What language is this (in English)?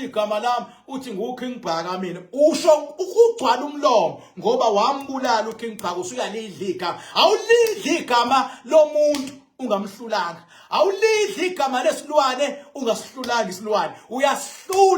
Zulu